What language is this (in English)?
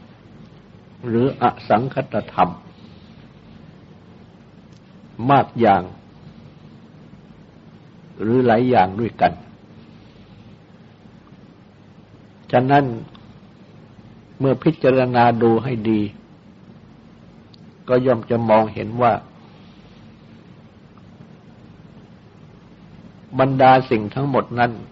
Thai